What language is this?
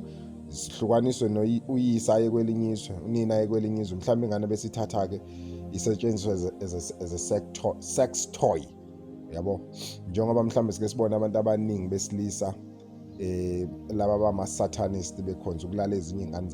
Zulu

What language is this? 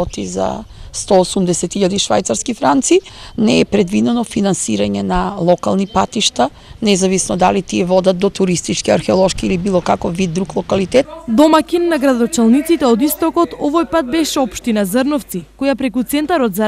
Macedonian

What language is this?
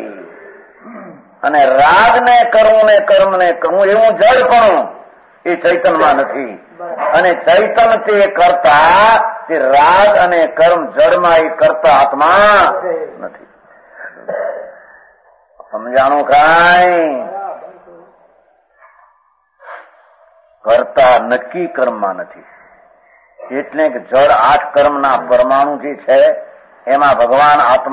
Gujarati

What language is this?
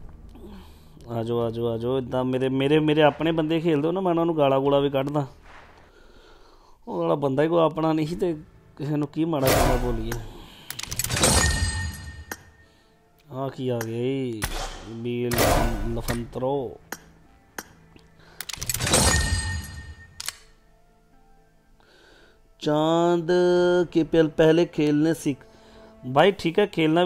Punjabi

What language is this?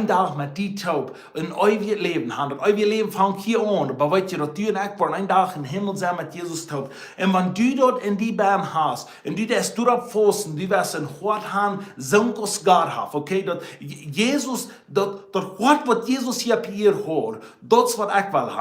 Plautdietsch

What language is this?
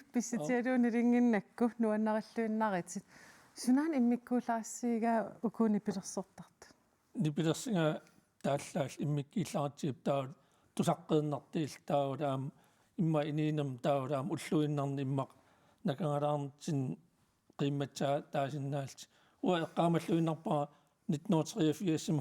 Kalaallisut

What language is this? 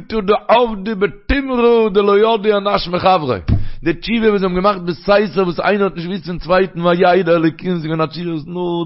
Yiddish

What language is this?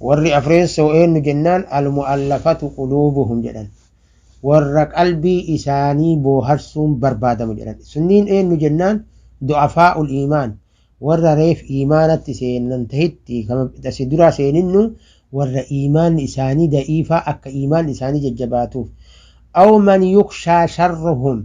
Oromo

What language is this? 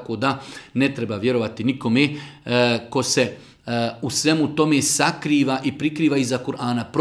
Bosnian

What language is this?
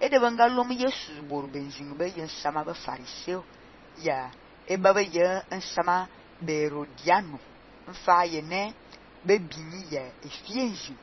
Fang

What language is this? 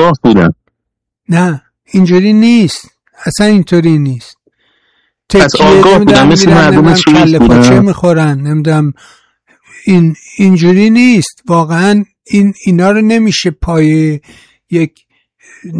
Persian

